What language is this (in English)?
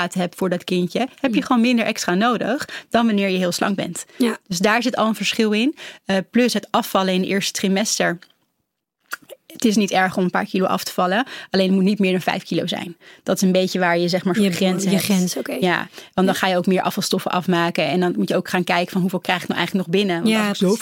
Dutch